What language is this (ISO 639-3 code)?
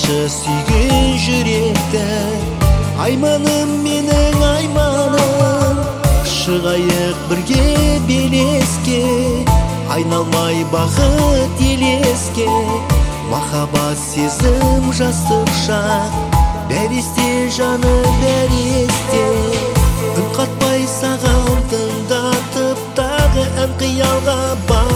kaz